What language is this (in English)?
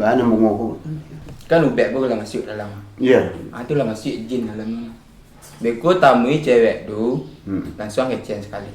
Minangkabau